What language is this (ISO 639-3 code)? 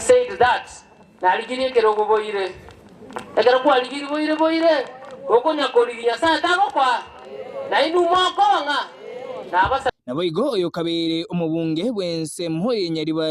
guz